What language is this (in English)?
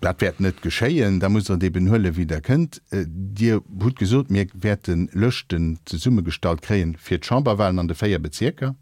Luxembourgish